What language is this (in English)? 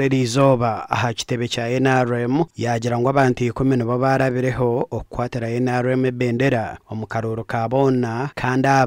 Nyankole